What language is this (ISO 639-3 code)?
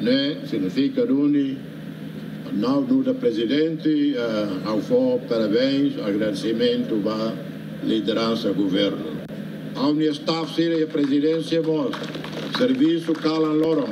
tet